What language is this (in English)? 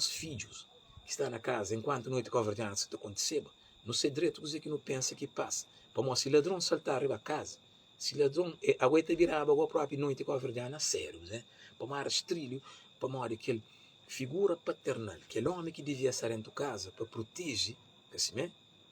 Kabuverdianu